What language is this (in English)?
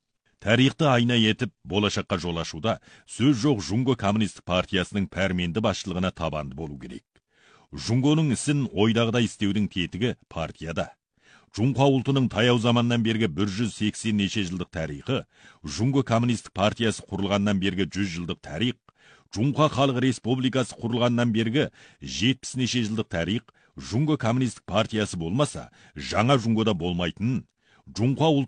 Kazakh